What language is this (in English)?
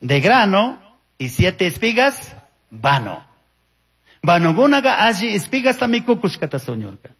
Chimborazo Highland Quichua